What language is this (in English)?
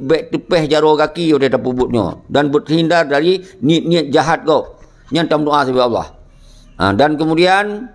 Achinese